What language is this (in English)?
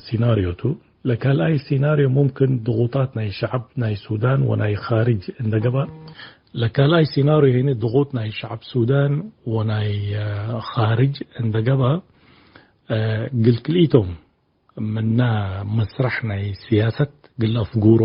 Tigre